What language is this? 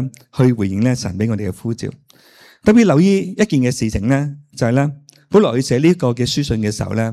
Cantonese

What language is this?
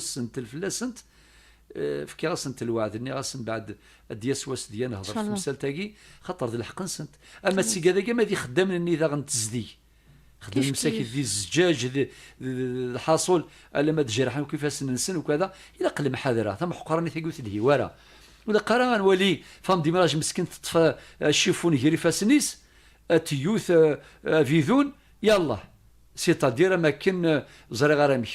Kabyle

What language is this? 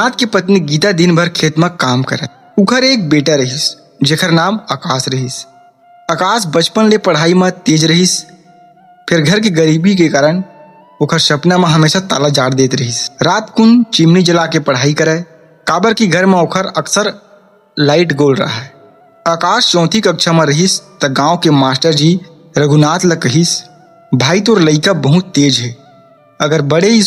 Chhattisgarhi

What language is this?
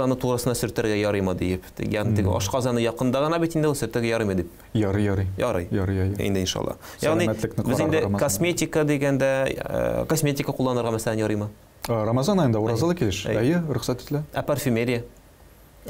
Tatar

